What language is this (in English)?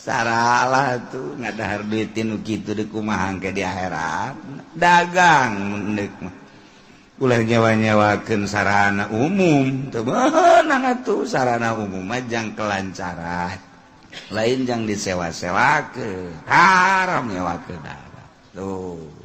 Sundanese